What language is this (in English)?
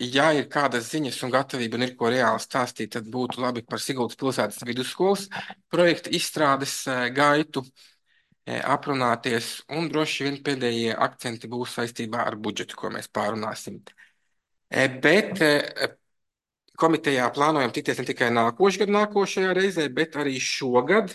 Latvian